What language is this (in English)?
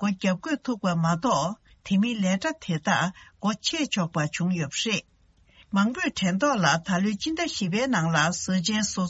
Tibetan